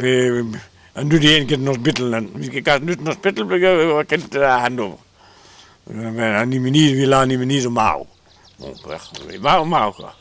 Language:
Breton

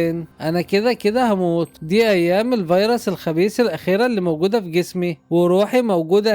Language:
Egyptian Arabic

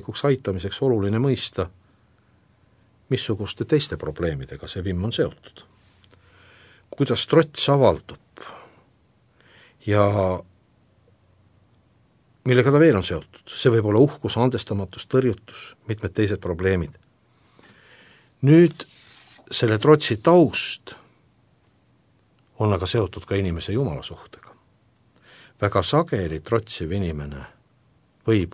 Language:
Estonian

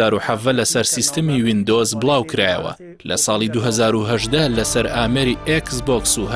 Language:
Central Kurdish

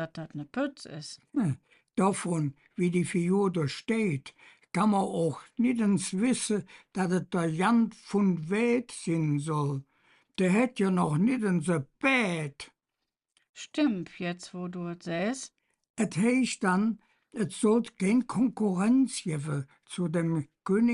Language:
Colognian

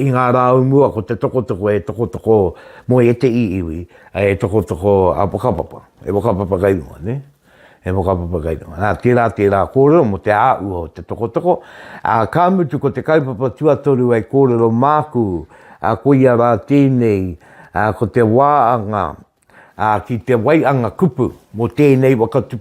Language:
Māori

